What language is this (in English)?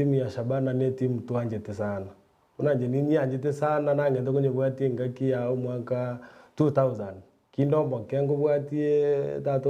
Gusii